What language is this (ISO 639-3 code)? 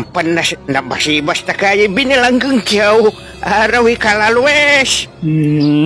pag